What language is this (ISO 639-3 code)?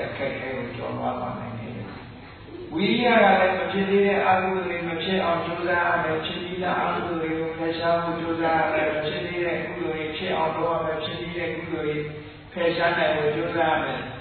mya